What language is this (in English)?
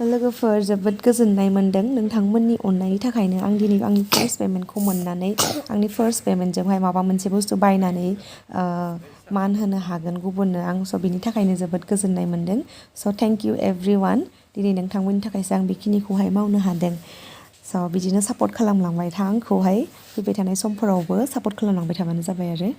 Bodo